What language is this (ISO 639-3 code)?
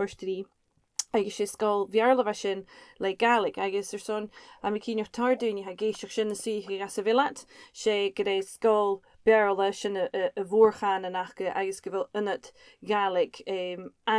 gla